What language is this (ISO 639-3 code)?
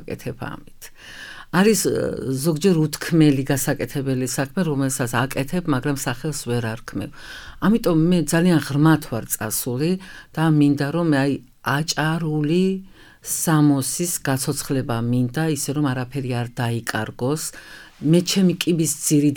kat